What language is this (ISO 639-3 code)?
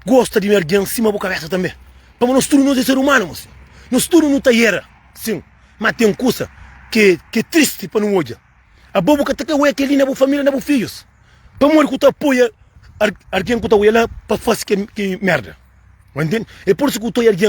kea